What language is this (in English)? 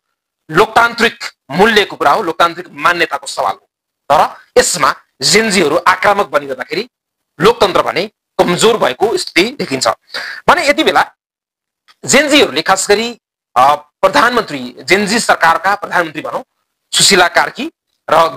Nepali